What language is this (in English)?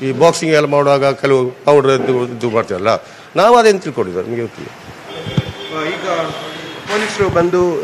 Kannada